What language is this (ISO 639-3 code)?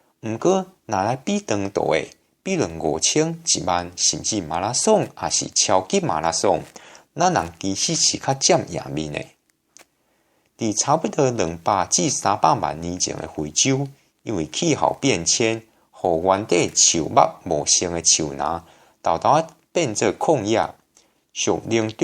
nan